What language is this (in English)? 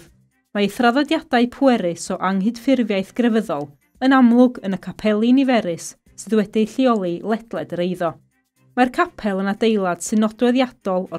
Welsh